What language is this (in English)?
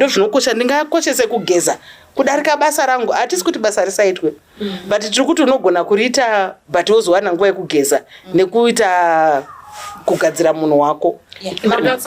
Shona